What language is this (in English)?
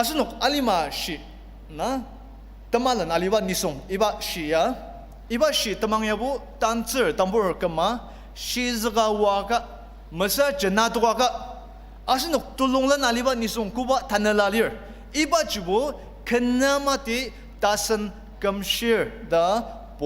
Ao Naga